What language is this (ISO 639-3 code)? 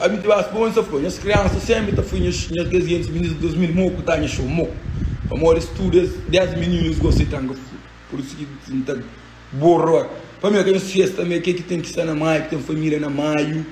kea